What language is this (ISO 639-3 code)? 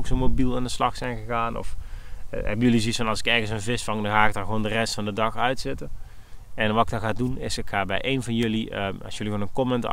nld